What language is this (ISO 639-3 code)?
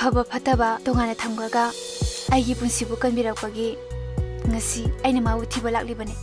mni